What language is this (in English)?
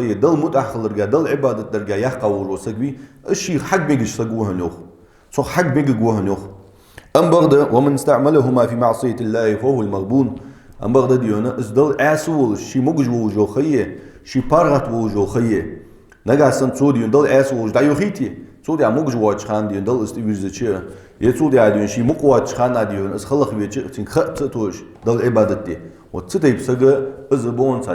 Ingush